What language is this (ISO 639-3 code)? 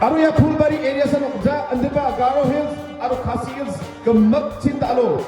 grt